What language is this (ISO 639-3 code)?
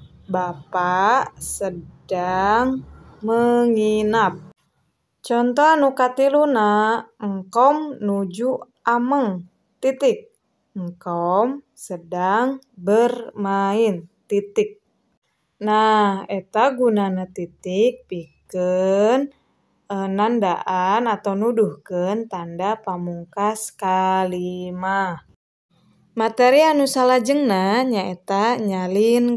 sun